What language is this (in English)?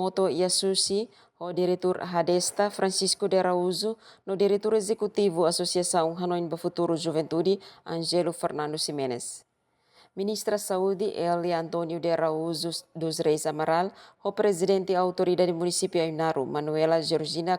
Tetum